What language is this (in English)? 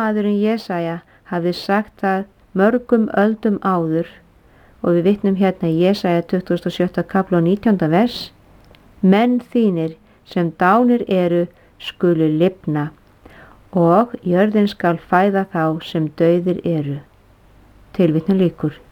Icelandic